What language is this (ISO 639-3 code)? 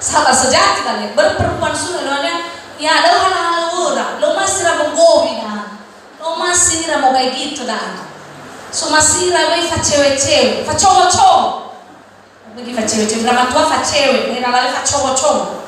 nia